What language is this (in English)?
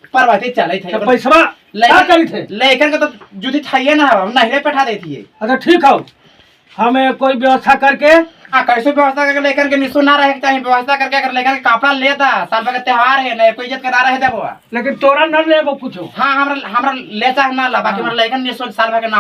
Magahi